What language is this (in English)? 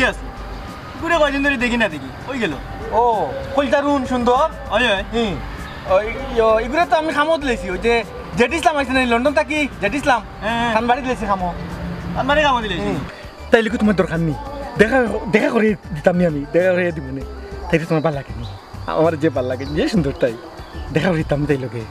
Sylheti